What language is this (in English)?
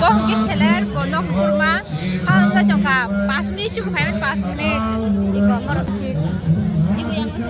Kok Borok